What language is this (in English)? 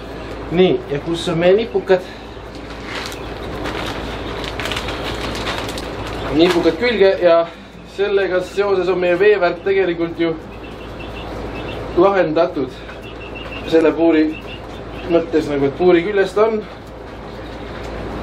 Estonian